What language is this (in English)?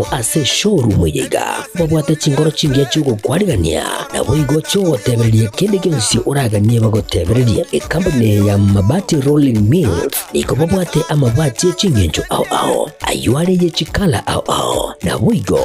Gusii